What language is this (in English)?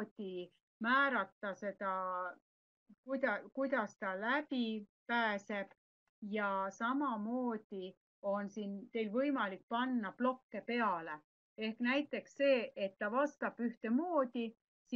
Estonian